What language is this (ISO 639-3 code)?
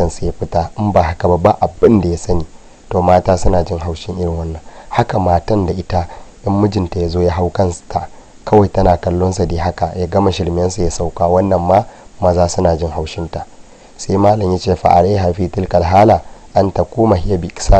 hau